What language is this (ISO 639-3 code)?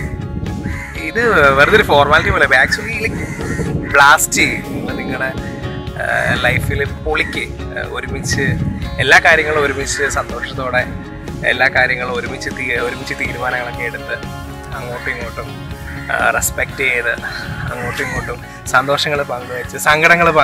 mal